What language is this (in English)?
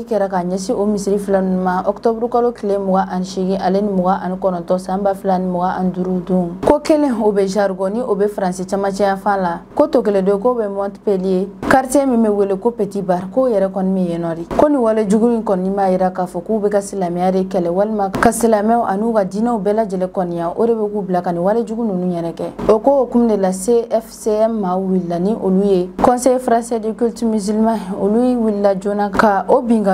Bambara